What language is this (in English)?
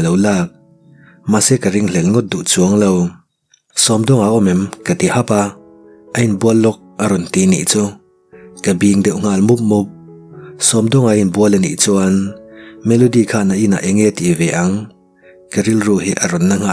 Mizo